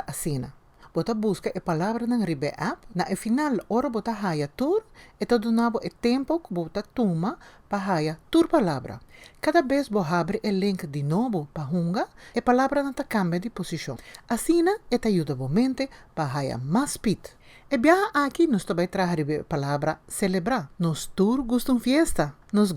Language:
Papiamento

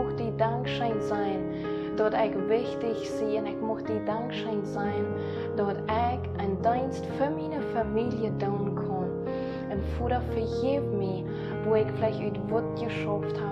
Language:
Plautdietsch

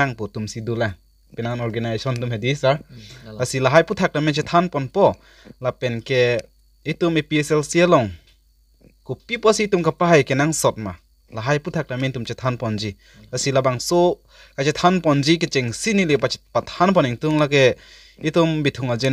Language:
Karbi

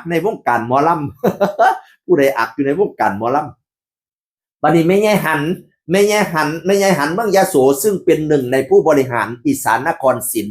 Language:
Northeastern Thai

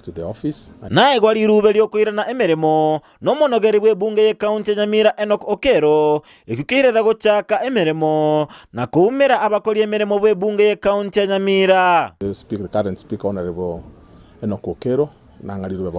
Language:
Gusii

